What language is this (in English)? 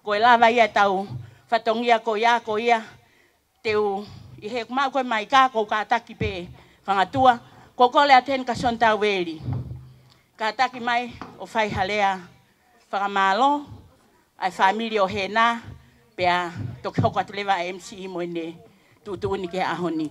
Tongan